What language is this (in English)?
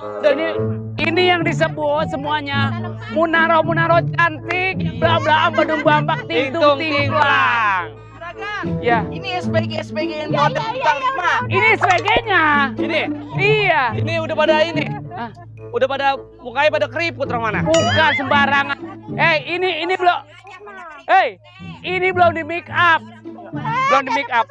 Betawi